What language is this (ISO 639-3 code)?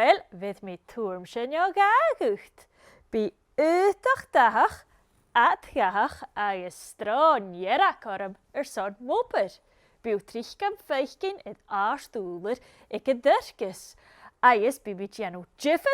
gla